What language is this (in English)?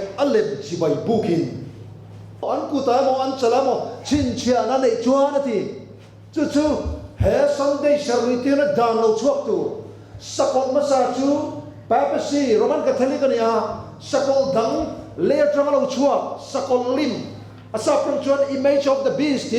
Mizo